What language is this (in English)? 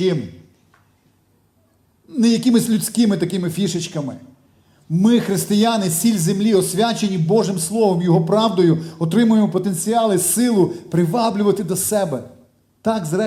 Ukrainian